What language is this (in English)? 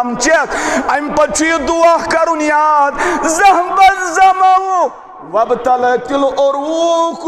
Kashmiri